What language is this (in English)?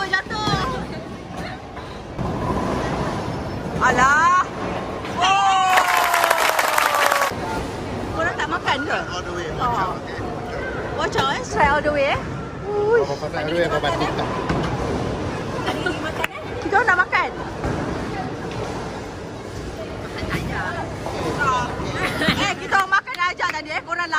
Malay